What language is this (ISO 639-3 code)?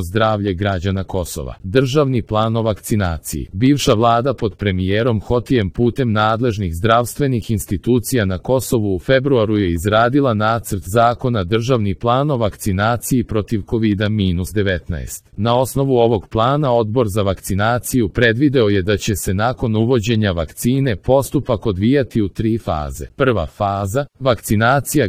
srp